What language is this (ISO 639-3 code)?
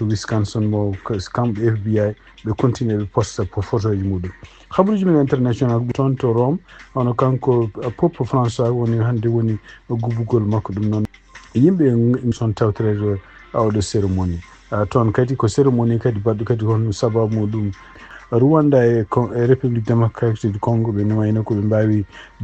ful